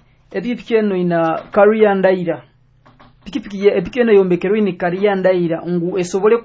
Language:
Nyoro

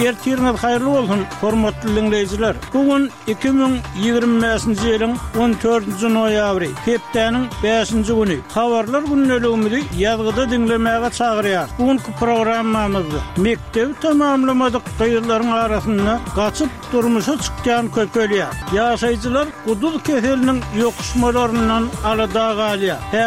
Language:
Turkmen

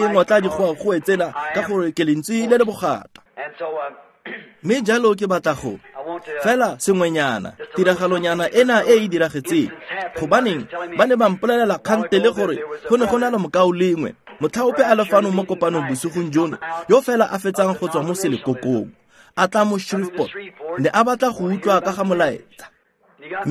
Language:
Tswana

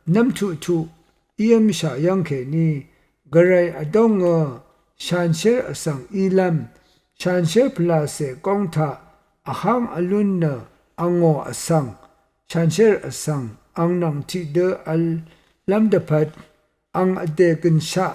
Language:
Rawang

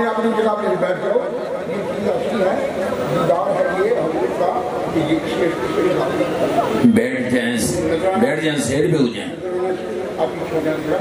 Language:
Urdu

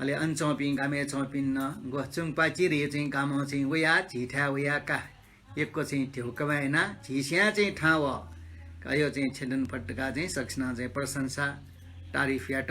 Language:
Newari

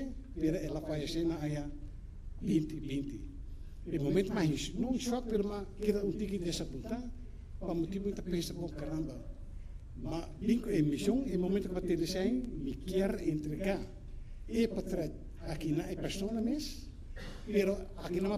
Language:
Papiamento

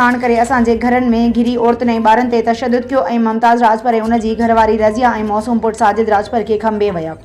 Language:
Sindhi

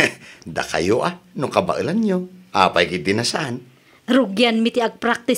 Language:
Iloko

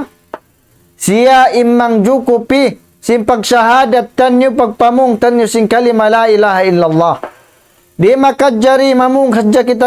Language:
Tausug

